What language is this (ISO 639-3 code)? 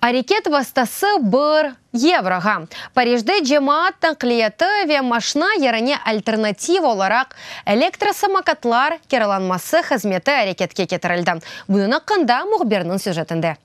crh